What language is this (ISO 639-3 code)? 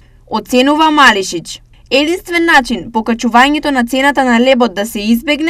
mkd